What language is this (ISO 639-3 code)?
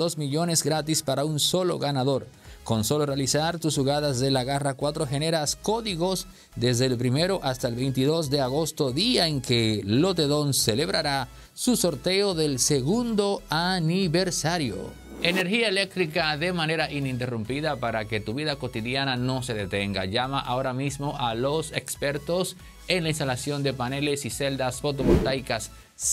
spa